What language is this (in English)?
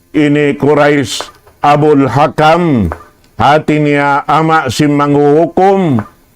Tausug